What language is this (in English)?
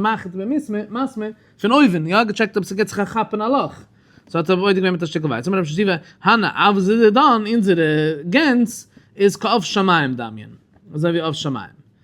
Yiddish